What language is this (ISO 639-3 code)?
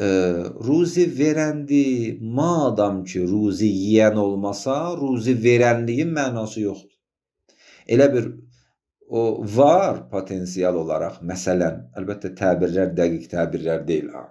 aze